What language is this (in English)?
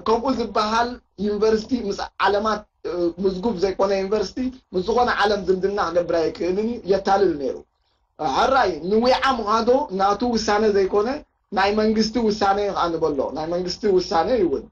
Tigrinya